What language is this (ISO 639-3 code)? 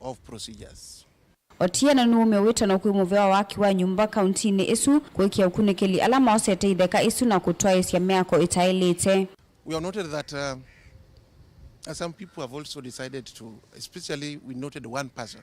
kam